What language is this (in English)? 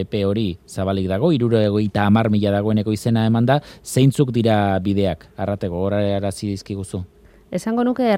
Basque